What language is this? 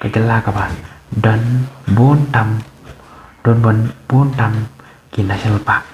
Khasi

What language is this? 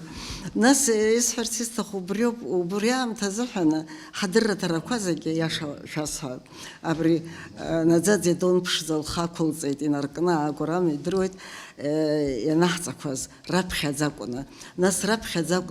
Abkhazian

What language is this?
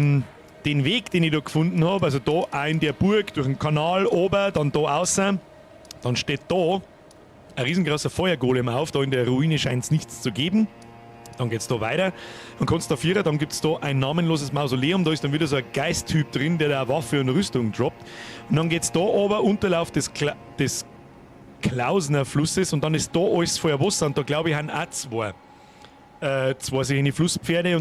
Bavarian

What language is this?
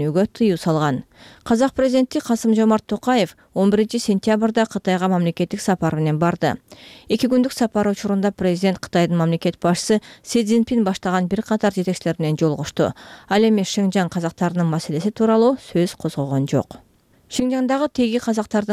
Kyrgyz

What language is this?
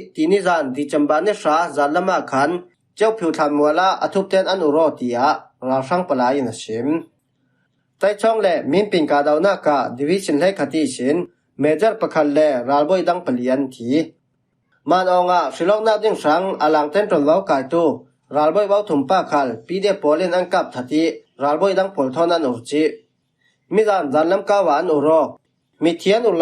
Falam Chin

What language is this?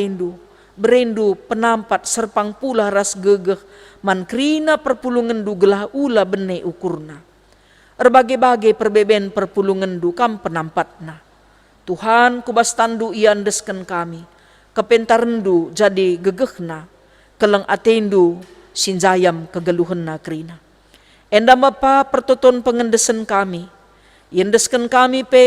Batak Karo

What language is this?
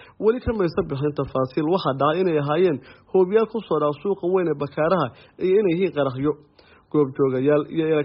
Somali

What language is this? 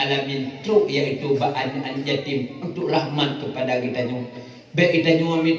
Achinese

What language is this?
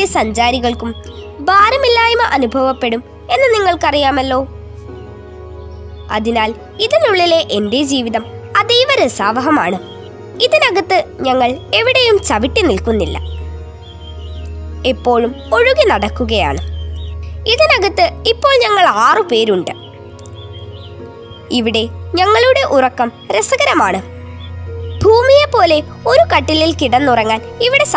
Malayalam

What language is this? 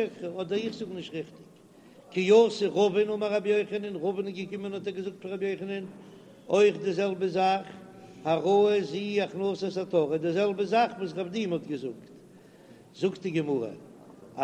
Yiddish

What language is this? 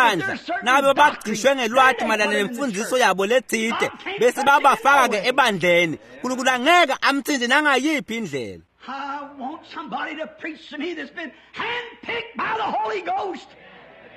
Swati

